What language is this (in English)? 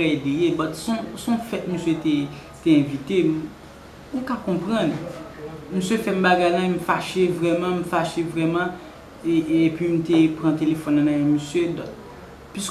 Haitian Creole